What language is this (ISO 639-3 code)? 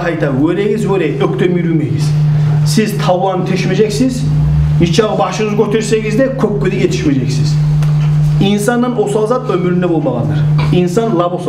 kum